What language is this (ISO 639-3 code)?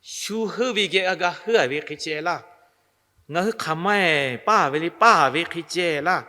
lhu